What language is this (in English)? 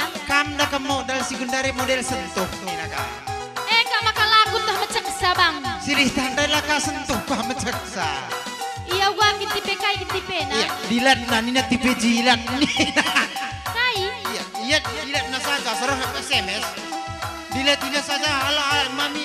Batak Karo